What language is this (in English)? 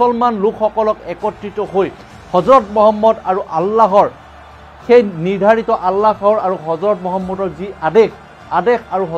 Assamese